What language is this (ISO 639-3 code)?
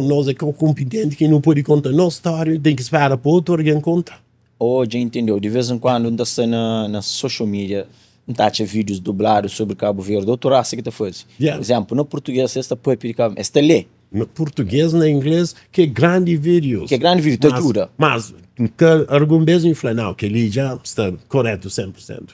kea